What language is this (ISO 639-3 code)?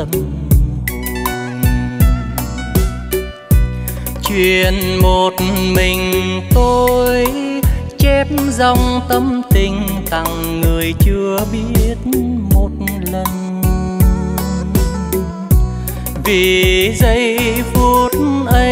vie